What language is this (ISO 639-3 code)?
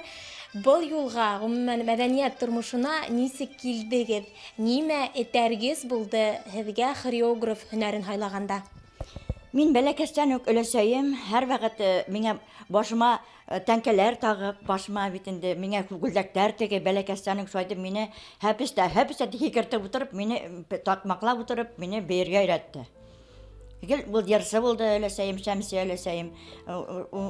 bak